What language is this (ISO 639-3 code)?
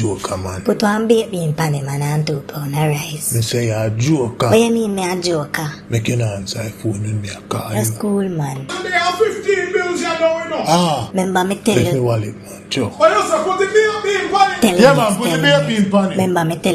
jam